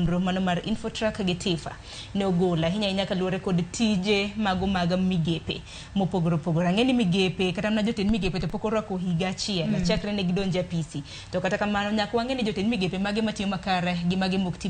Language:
Luo (Kenya and Tanzania)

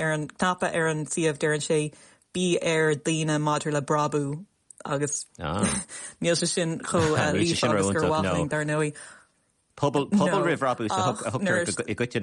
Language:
Irish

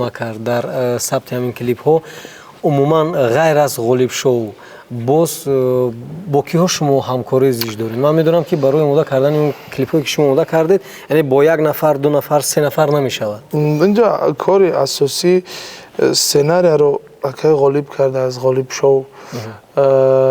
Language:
Tajik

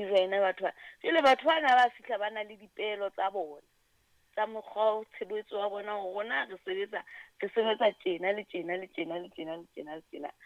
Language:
Southern Sotho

